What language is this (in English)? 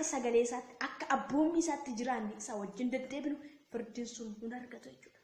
Oromo